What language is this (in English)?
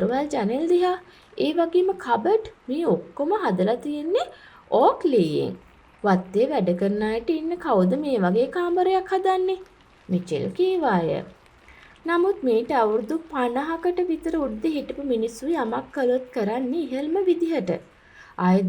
Sinhala